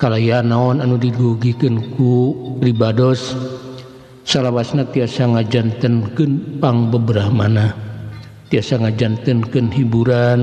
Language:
Sundanese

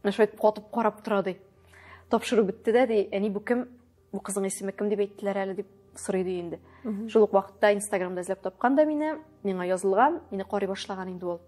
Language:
Tatar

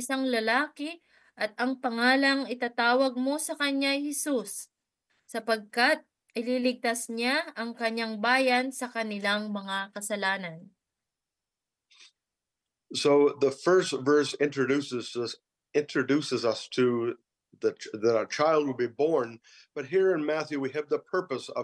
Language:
Filipino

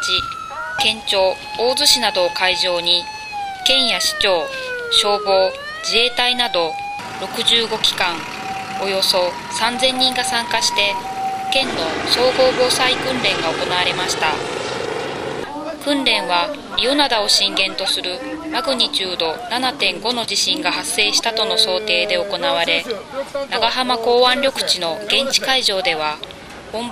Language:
Japanese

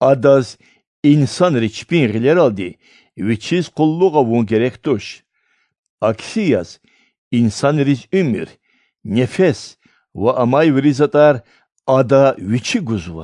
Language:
Lezghian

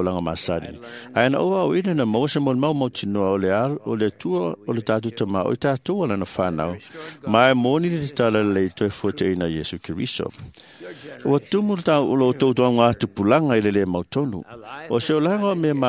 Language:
Samoan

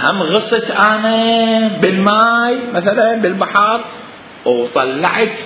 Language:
Mesopotamian Arabic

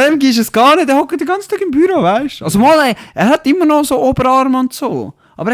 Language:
Swiss German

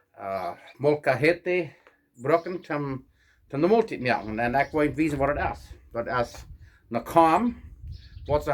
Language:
Plautdietsch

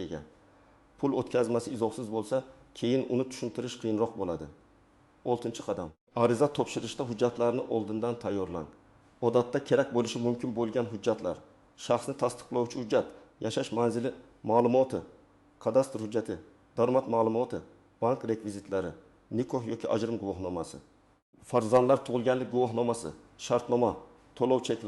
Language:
Uzbek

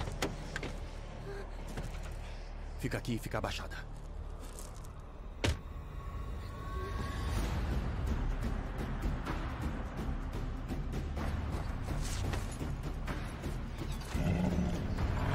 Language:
Portuguese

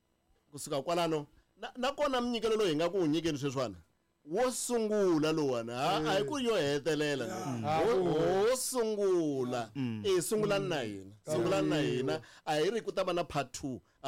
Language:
Tsonga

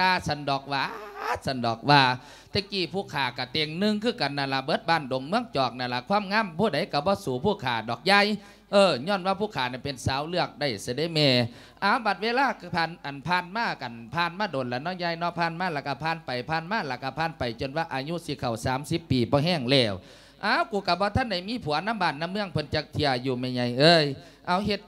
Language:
Lao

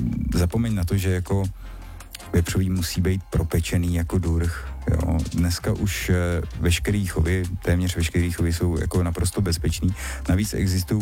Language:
Czech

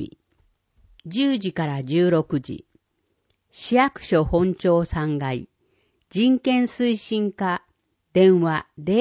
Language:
Japanese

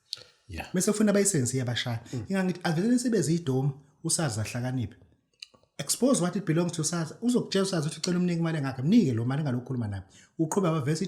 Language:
Zulu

